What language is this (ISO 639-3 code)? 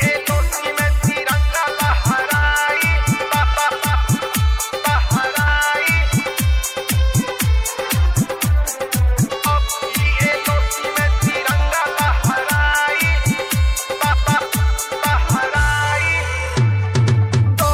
bho